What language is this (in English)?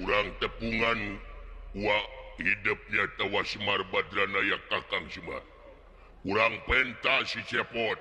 Sundanese